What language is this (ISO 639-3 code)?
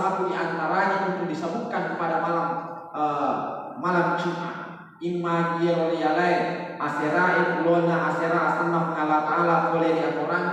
bug